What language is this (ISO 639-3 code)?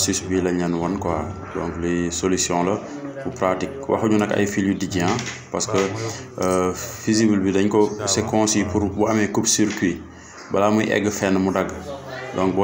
wol